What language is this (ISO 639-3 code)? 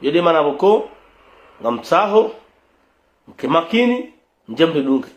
zdj